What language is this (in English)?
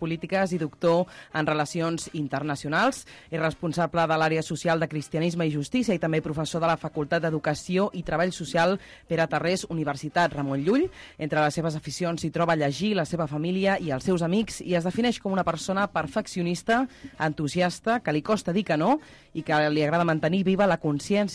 Catalan